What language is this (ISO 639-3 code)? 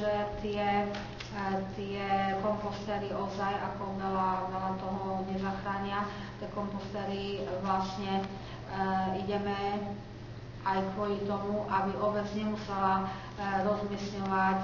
slk